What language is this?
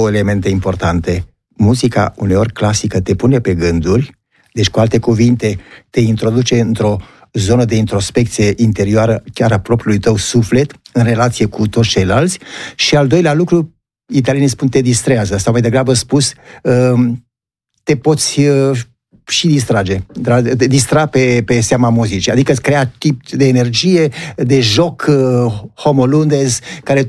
Romanian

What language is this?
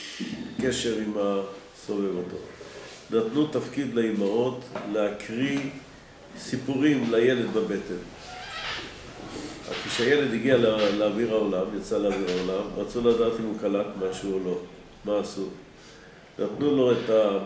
Hebrew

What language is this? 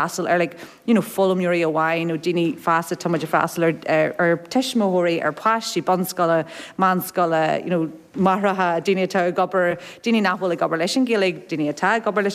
Irish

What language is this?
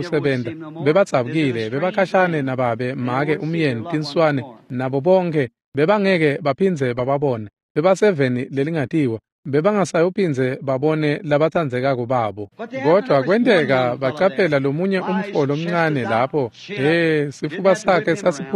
Swati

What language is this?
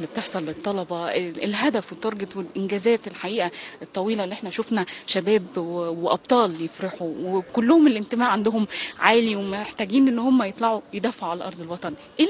Egyptian Arabic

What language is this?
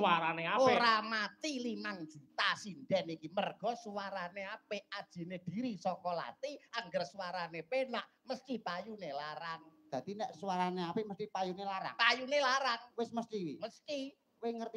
Javanese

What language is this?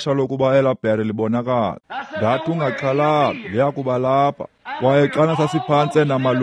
Xhosa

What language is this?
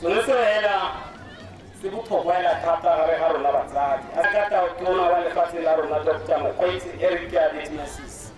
Tswana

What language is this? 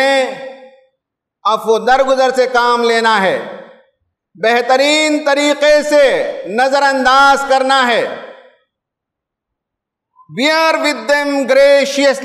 Urdu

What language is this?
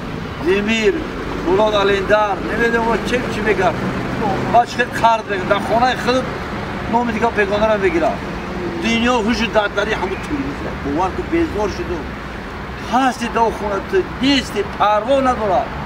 Tajik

